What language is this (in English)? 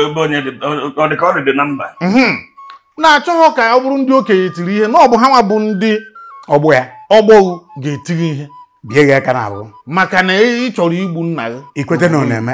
Igbo